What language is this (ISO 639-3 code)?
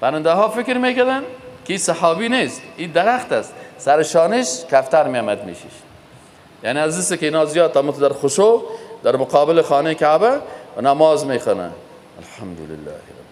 fas